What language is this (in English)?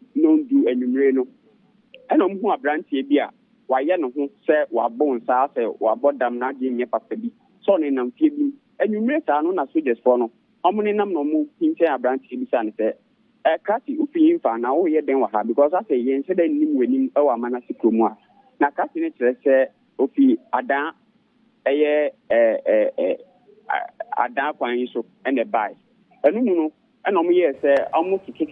Akan